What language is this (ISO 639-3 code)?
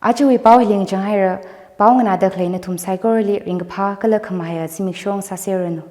nmf